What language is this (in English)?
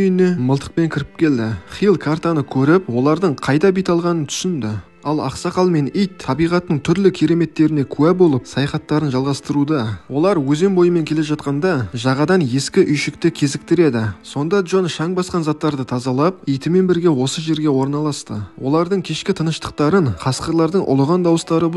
Kazakh